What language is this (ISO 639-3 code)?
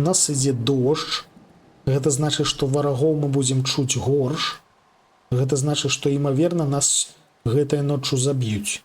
bel